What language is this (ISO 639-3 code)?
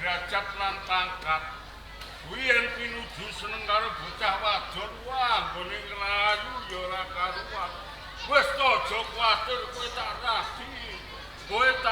jav